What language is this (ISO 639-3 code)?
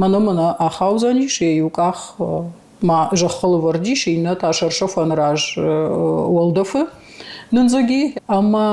oss